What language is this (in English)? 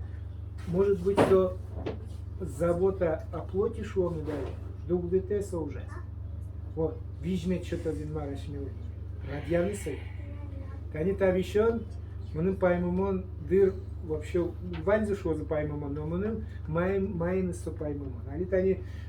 Udmurt